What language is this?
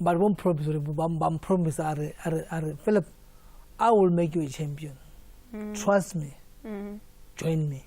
Venda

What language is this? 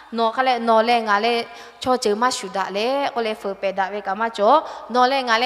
Lahu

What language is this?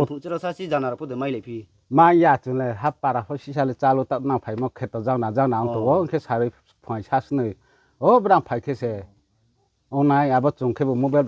Riang (India)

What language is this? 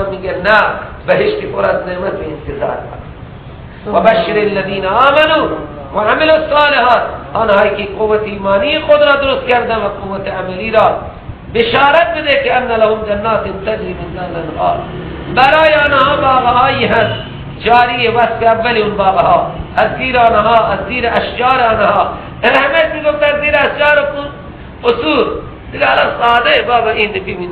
Persian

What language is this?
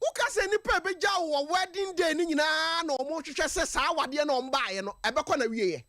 Akan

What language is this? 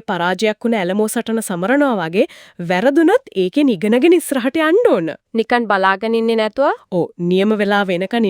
Sinhala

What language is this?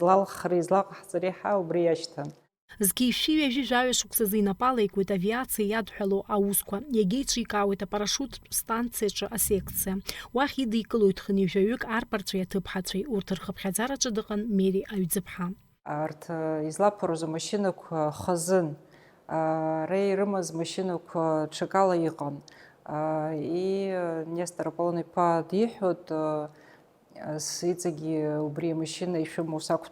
Abkhazian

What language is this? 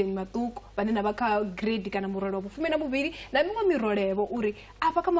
Venda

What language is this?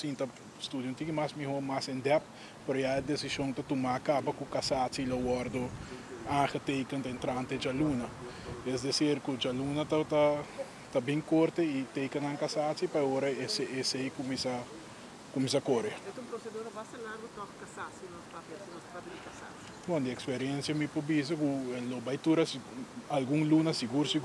Papiamento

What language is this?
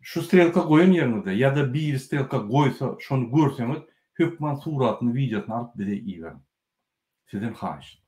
Turkmen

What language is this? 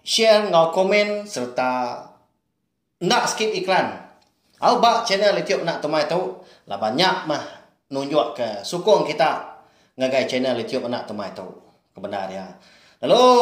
Iban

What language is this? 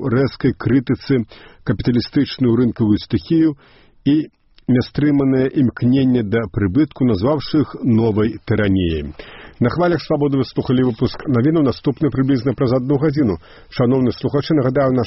Belarusian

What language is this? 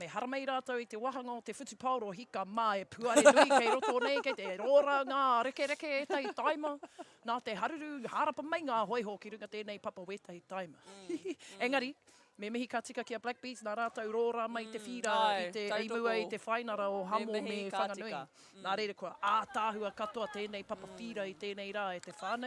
Māori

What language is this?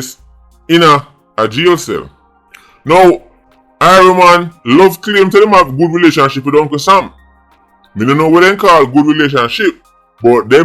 Jamaican Creole English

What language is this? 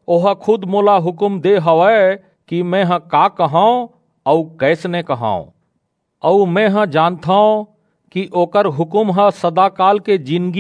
Chhattisgarhi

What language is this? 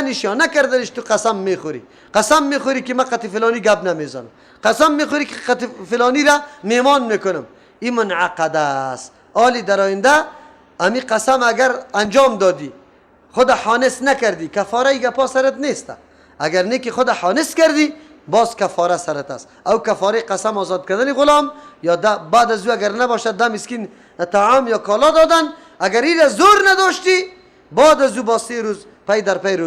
Persian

